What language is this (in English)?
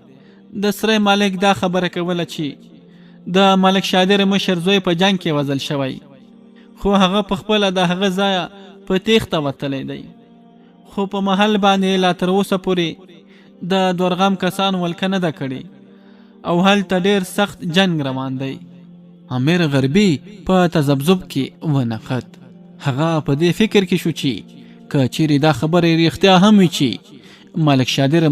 Pashto